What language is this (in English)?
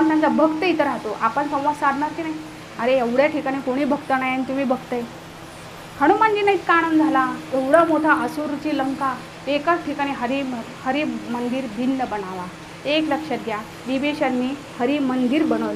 Marathi